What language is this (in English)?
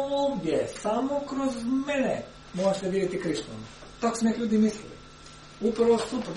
Croatian